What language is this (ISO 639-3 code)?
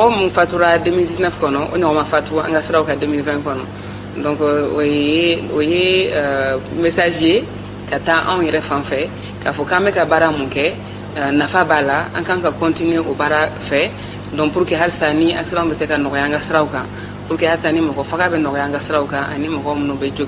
bam